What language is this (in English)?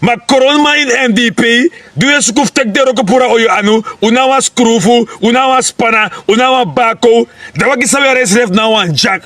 Sranan Tongo